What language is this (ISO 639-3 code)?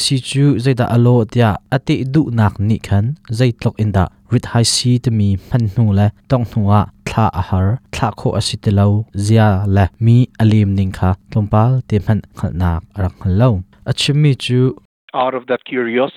cnh